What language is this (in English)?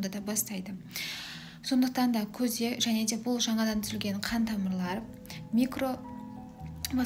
Kazakh